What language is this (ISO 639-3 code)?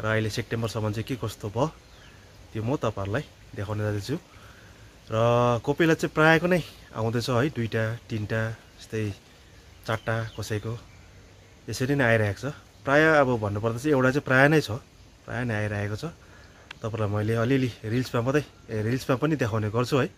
nep